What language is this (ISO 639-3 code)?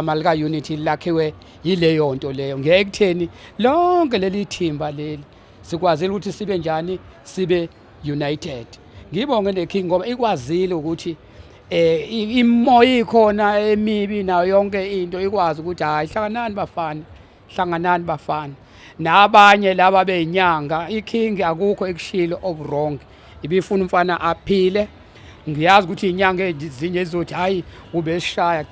zul